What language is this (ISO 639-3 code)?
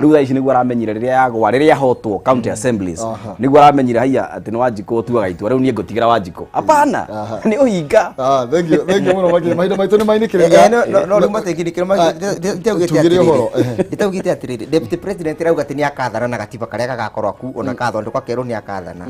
kik